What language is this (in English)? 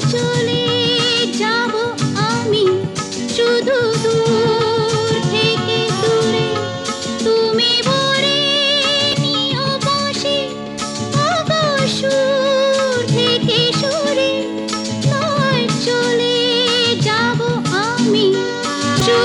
Bangla